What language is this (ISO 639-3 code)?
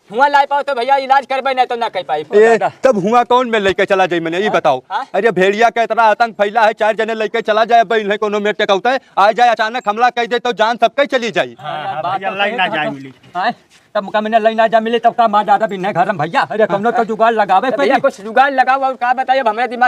awa